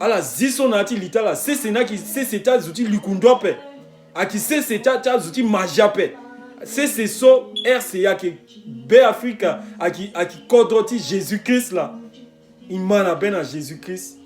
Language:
Sango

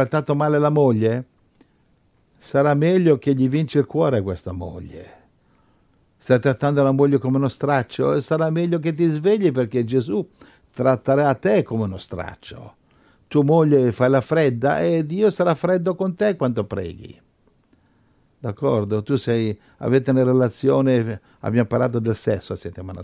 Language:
Italian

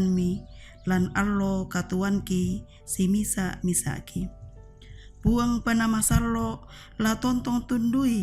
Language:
Toraja-Sa'dan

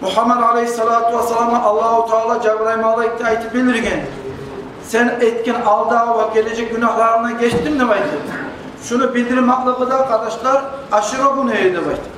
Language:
Kumyk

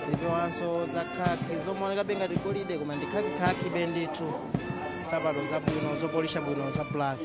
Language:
Nyanja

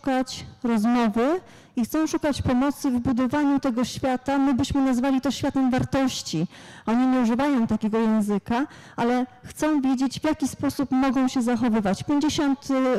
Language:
Polish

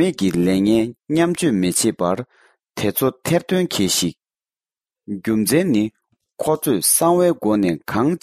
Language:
Tibetan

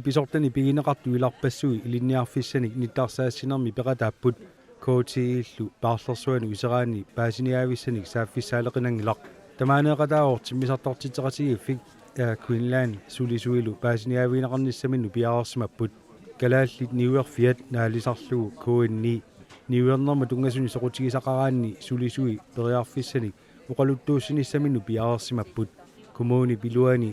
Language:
Kalaallisut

